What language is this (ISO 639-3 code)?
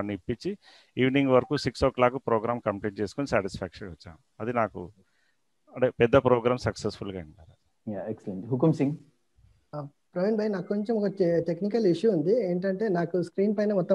tel